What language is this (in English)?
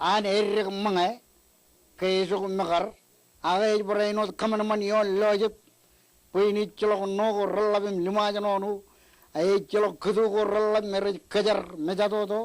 Marshallese